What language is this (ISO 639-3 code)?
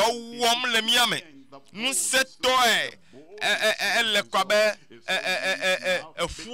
ewe